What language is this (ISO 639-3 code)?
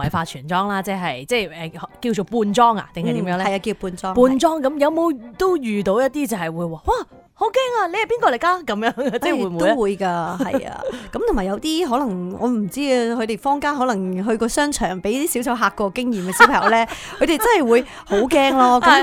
yue